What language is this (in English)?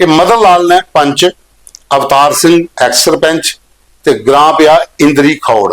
Dogri